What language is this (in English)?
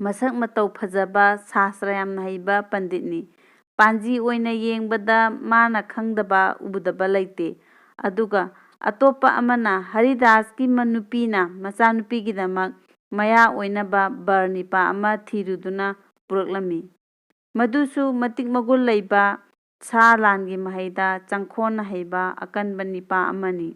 Manipuri